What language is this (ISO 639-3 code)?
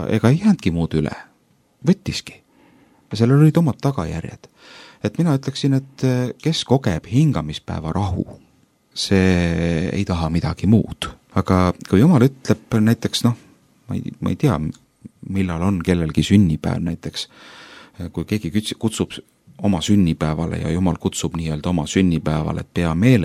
est